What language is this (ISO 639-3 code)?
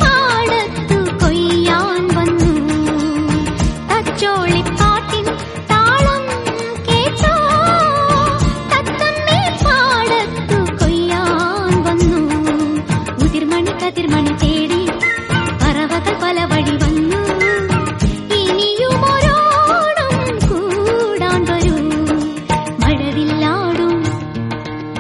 mal